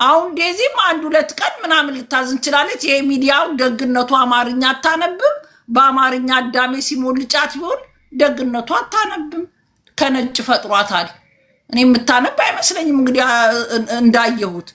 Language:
Amharic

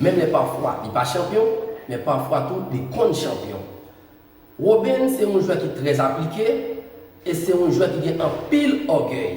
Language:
Haitian Creole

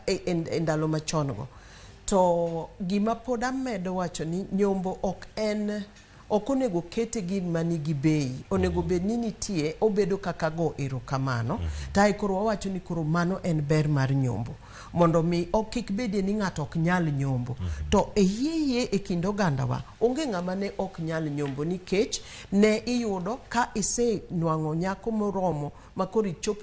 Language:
Luo (Kenya and Tanzania)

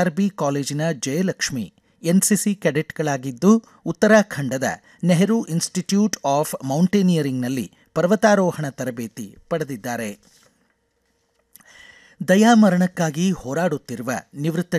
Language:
Kannada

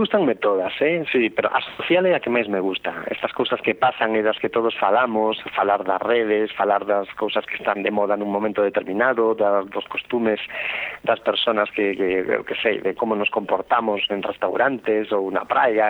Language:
Galician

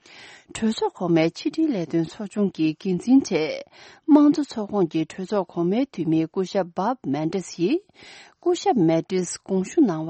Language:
Tibetan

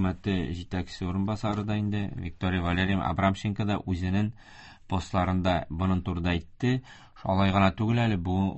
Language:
Tatar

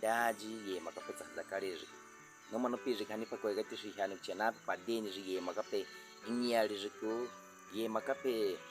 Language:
Baniwa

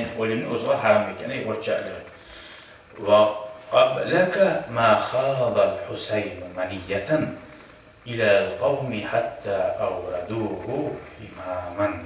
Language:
Kumyk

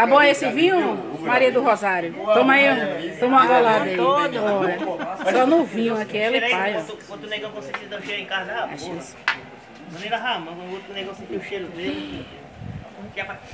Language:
Portuguese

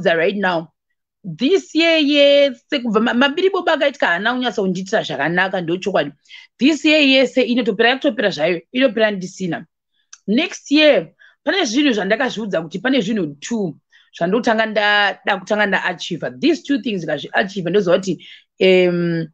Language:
Shona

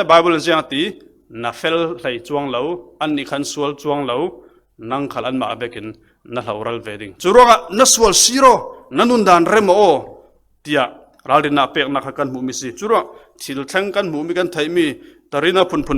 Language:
Falam Chin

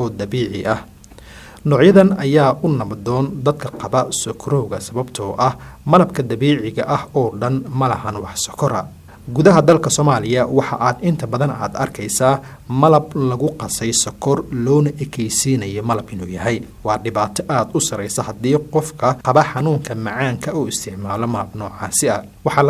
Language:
Somali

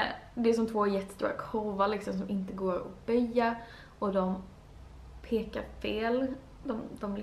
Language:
Swedish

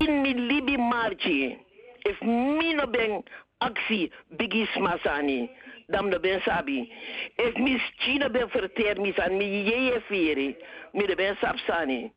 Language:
Sranan Tongo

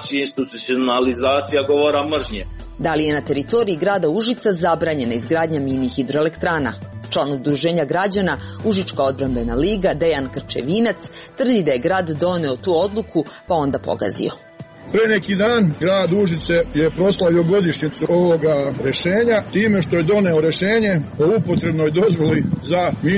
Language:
Serbian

